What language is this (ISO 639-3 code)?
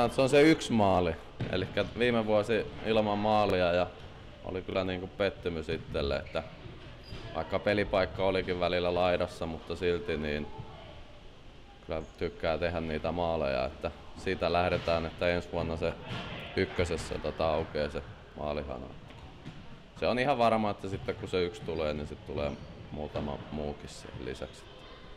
fin